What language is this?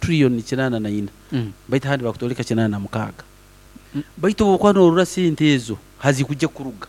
Nyankole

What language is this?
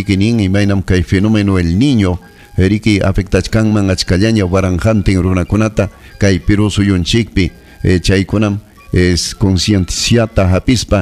Ayacucho Quechua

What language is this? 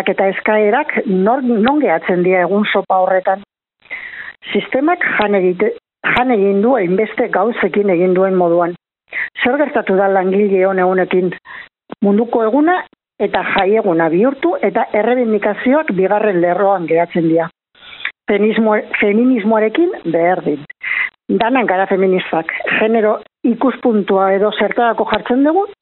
Basque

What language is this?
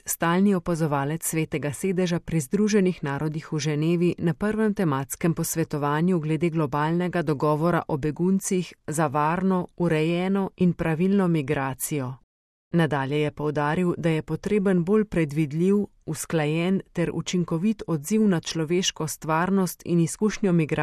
Slovenian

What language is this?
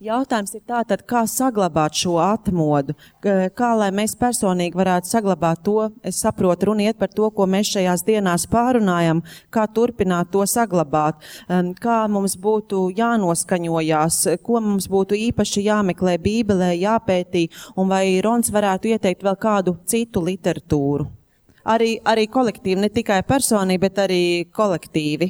Latvian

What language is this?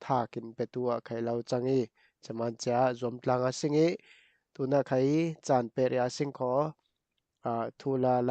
Falam Chin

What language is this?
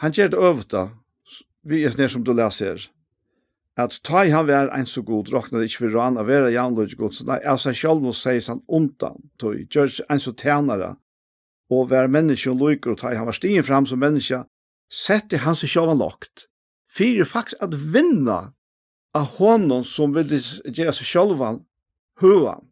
Faroese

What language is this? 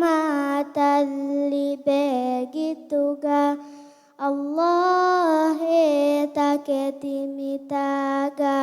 Divehi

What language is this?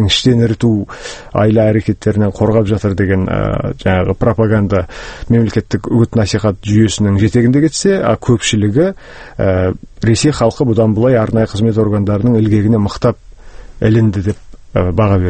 Kazakh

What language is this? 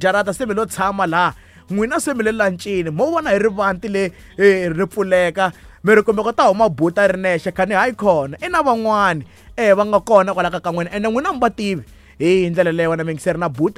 Tsonga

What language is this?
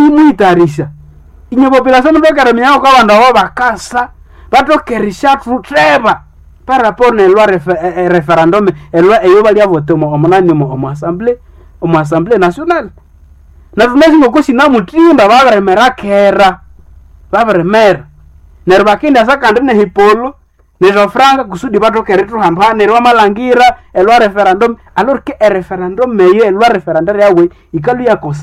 Nande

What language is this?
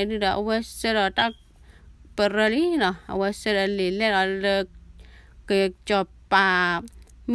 S'gaw Karen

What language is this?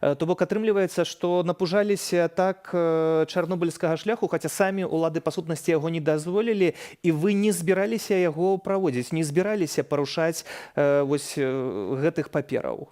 Belarusian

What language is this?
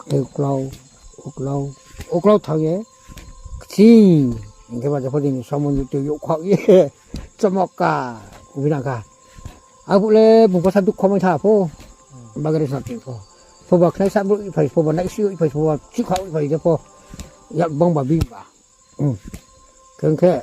Riang (India)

